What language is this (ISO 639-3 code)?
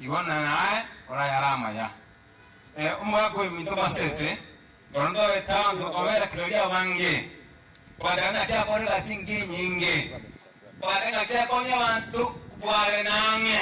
guz